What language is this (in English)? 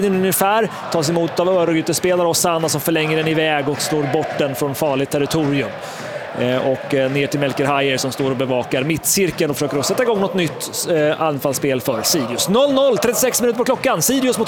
Swedish